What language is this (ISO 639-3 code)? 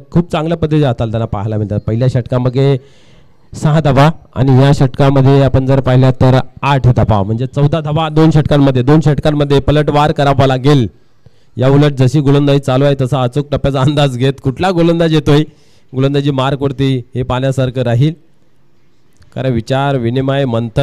mar